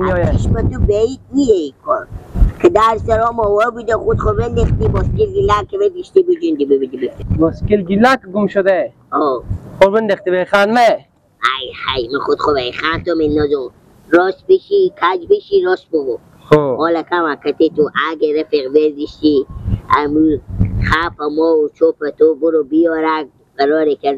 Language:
Persian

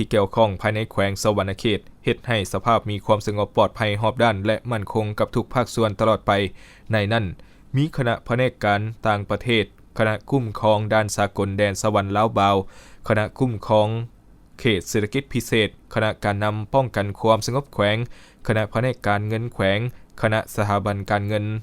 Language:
Lao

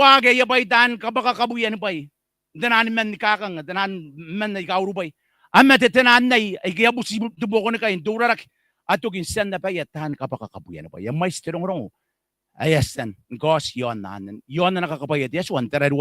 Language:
Gilbertese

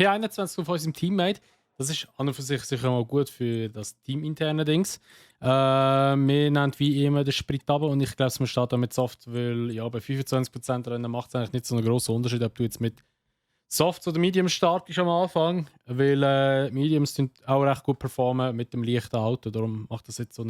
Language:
Swiss German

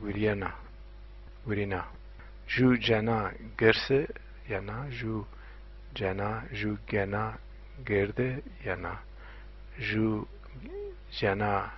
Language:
Zaza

